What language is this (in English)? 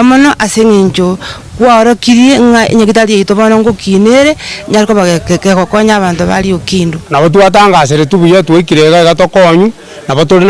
Gusii